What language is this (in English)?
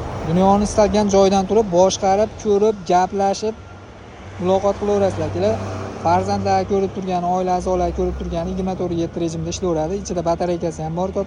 Uzbek